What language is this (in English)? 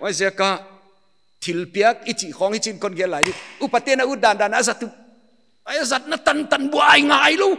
Paite Chin